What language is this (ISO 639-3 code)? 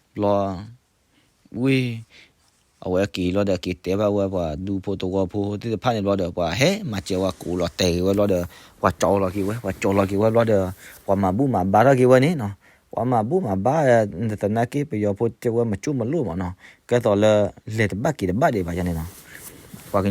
ksw